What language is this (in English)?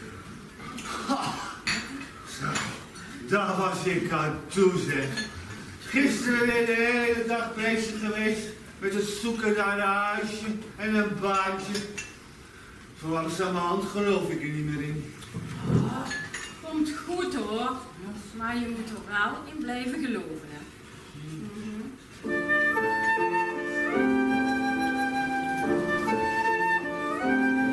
Dutch